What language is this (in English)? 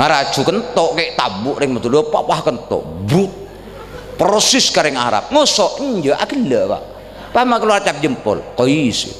Madurese